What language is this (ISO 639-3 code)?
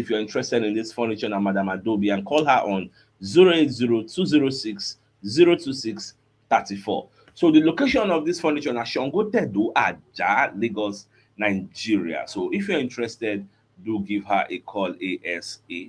pcm